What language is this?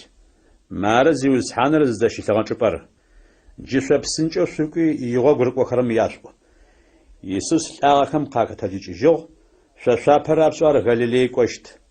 Adyghe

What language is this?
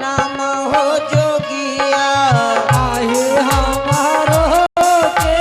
Angika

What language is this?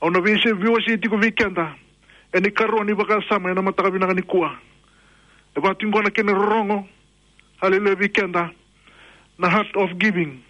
Fijian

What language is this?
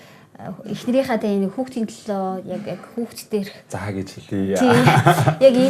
Mongolian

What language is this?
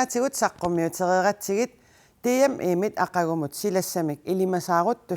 Kalaallisut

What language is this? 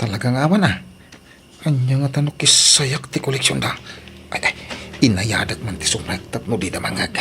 Iloko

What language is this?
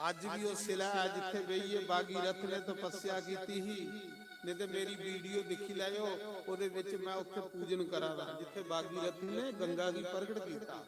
Dogri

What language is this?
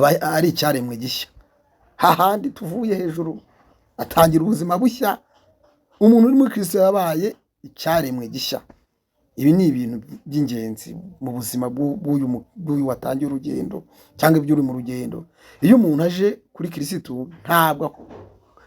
Kinyarwanda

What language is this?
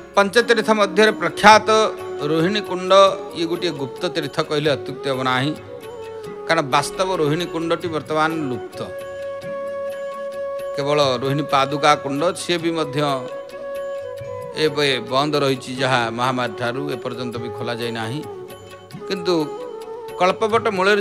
Odia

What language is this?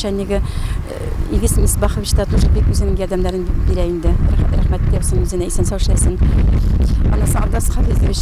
Tatar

